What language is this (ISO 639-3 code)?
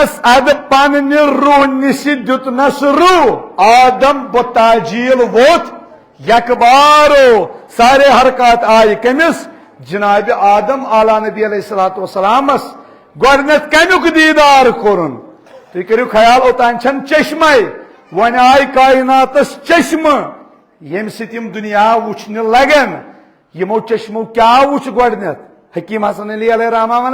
kas